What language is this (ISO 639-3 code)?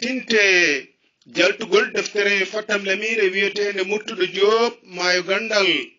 ful